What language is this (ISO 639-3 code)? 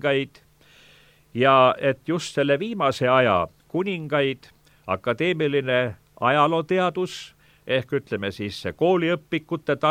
est